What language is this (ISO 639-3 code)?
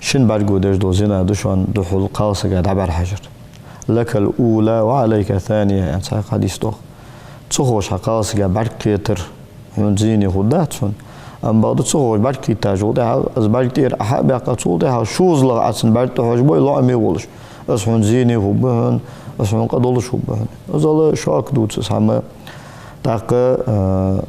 inh